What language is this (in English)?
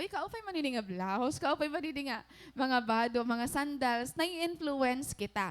Waray